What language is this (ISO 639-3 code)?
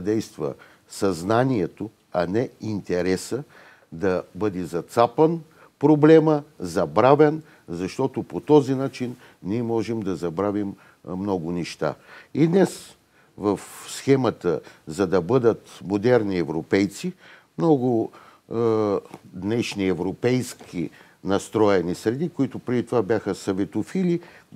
bul